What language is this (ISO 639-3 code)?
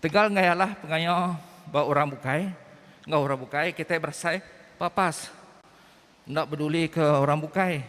iba